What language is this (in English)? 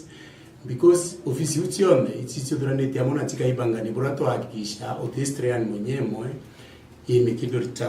Meru